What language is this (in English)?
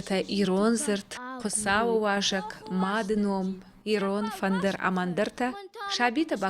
Ossetic